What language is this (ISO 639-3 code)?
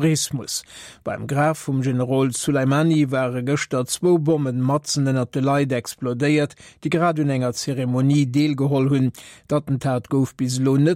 ltz